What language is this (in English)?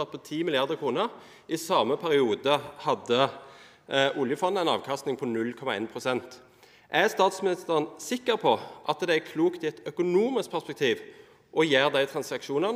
Norwegian